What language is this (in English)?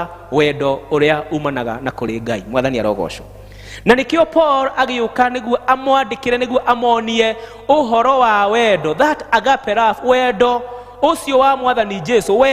Kikuyu